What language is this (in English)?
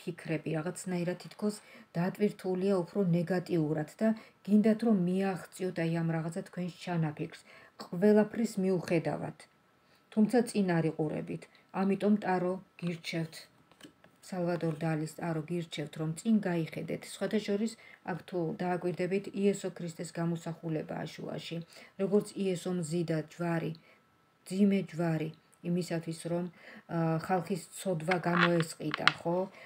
Georgian